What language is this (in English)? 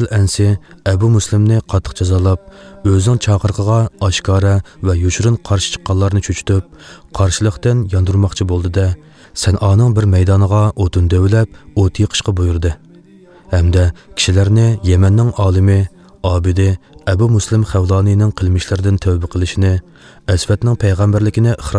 Uyghur